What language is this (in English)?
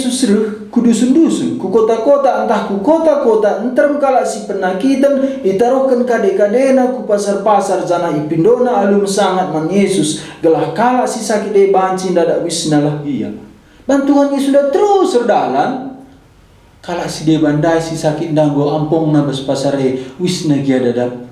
Batak Karo